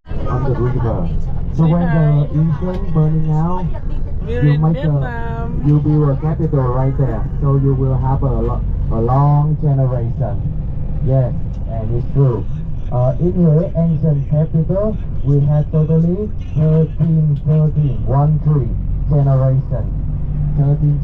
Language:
Pampanga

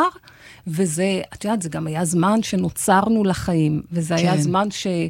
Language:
Hebrew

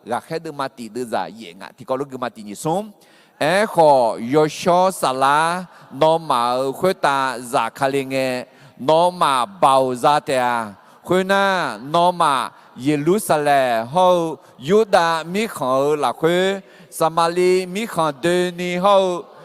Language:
Akha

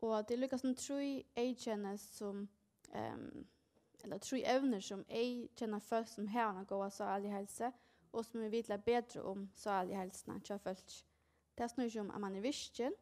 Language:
Faroese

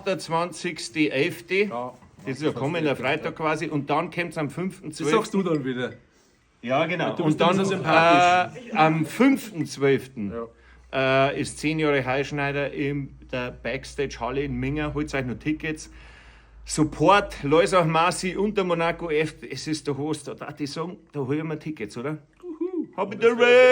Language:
Bavarian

